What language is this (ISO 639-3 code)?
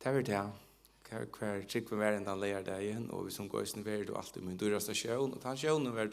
fao